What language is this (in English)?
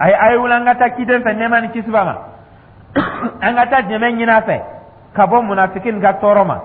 Dyula